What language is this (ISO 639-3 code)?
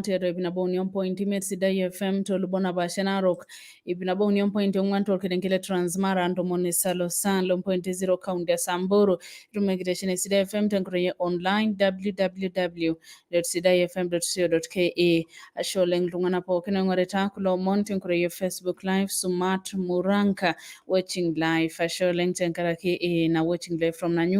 mas